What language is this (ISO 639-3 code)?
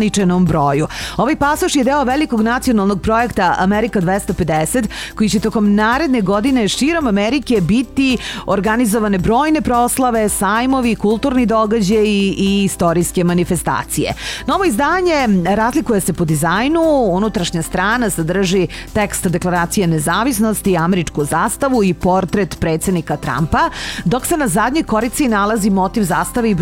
srp